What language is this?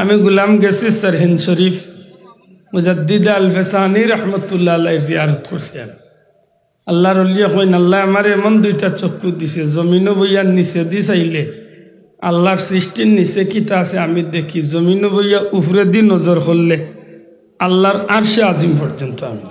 Sylheti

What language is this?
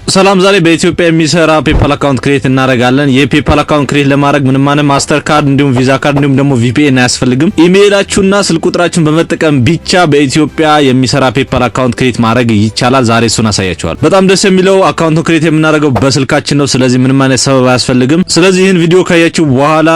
Amharic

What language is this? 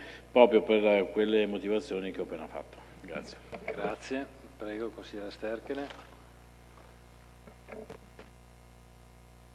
Italian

